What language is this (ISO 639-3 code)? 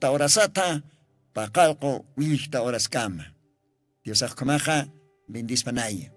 aym